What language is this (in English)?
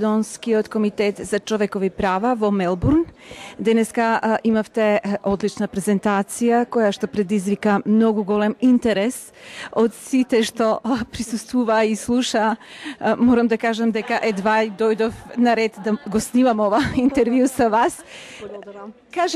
Macedonian